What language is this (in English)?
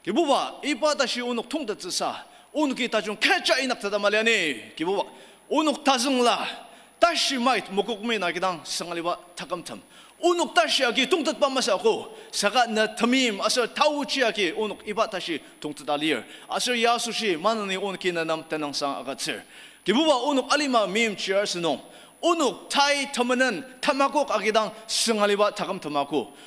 Ao Naga